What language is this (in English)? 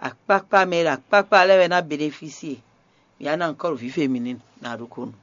Fon